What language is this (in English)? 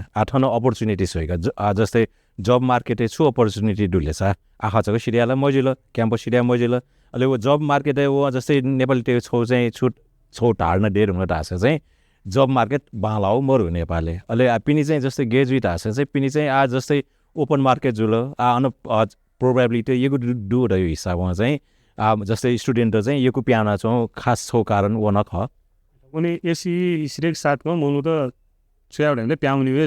Newari